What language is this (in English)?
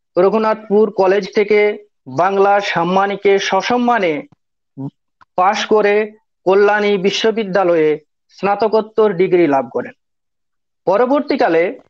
Bangla